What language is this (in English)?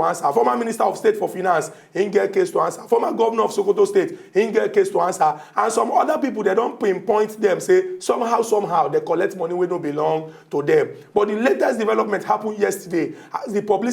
Nigerian Pidgin